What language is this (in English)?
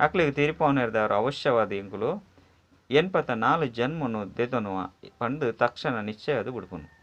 Tulu